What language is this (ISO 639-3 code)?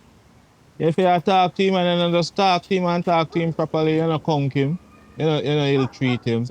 jam